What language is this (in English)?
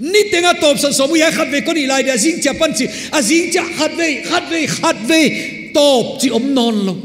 Paite Chin